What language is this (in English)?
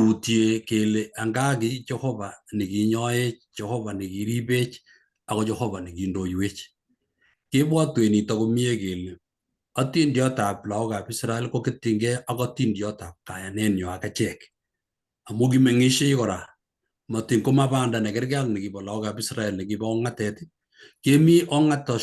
Kalenjin